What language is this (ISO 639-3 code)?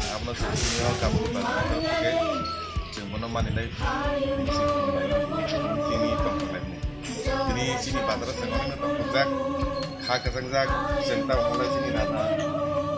trp